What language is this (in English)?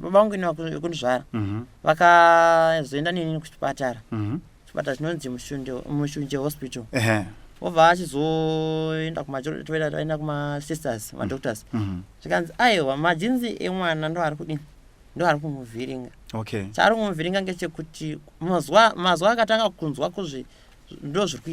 Shona